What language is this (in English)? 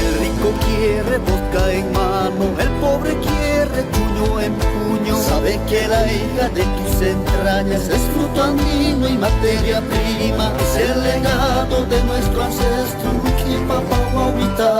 Ayacucho Quechua